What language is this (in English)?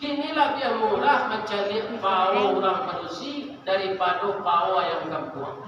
Minangkabau